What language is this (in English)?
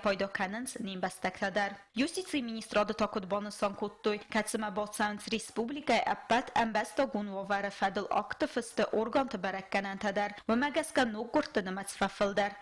Ossetic